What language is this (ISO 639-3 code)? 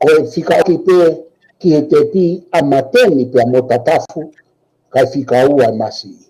ton